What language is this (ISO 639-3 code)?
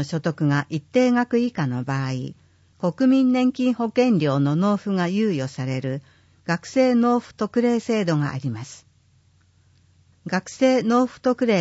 jpn